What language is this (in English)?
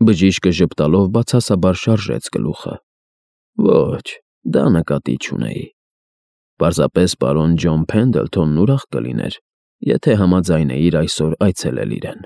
Armenian